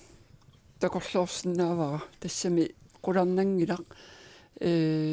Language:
Kalaallisut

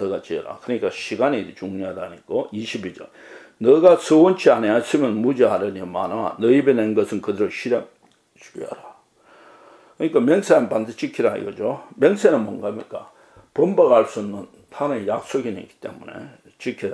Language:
Korean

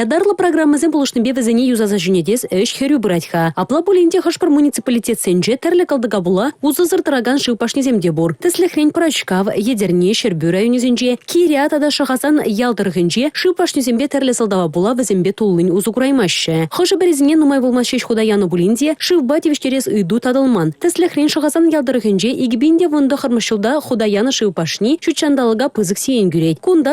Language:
Chuvash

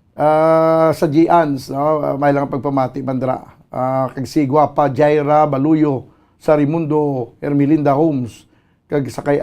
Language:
Hiligaynon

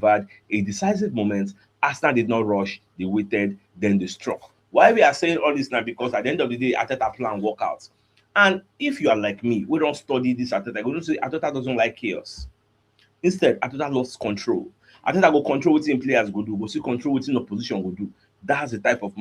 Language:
Nigerian Pidgin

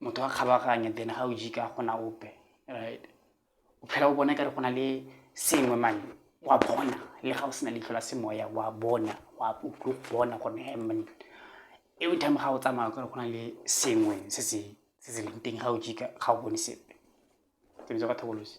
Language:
Tswana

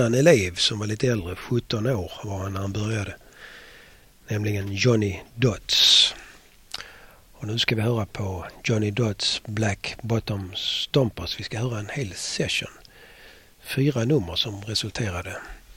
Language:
Swedish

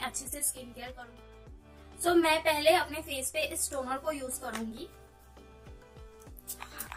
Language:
Hindi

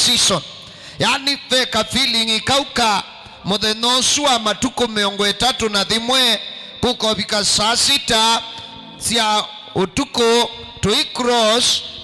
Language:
Kamba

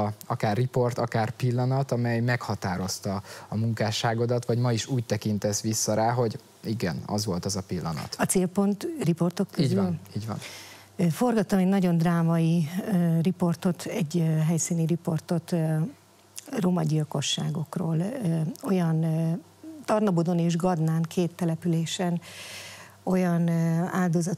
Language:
Hungarian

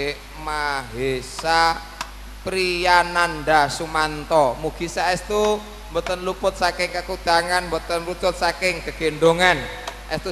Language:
Javanese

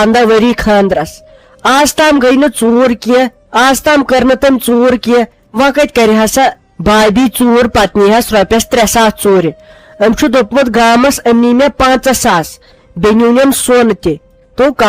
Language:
Kashmiri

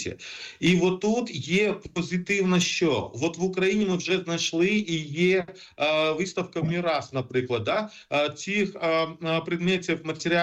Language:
Ukrainian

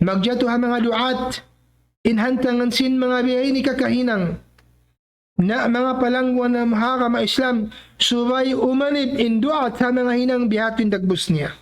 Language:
Tausug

